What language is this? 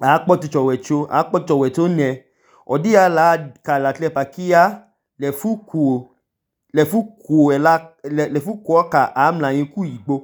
Idoma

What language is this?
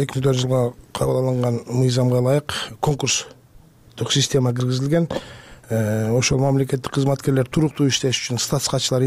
Kyrgyz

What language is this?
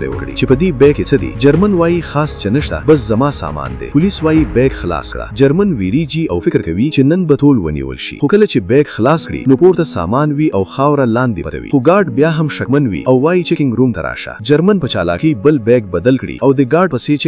Pashto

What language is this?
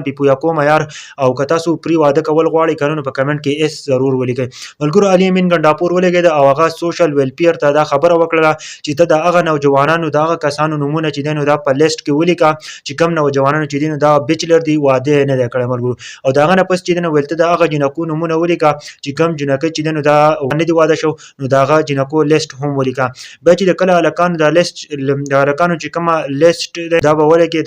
Pashto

